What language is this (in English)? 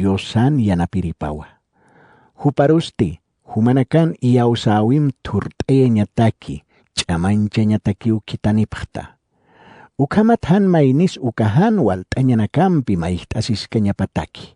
Aymara